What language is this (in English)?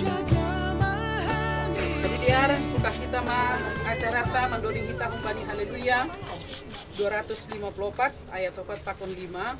Batak Simalungun